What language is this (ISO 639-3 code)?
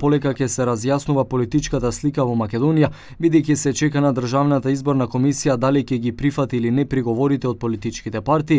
mkd